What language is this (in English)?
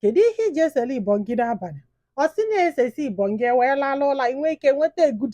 Igbo